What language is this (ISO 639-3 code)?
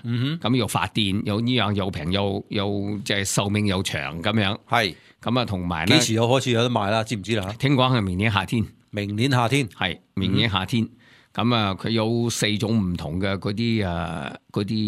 yue